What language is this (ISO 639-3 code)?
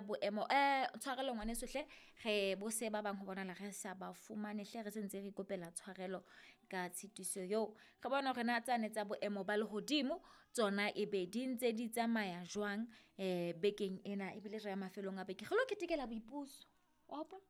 sot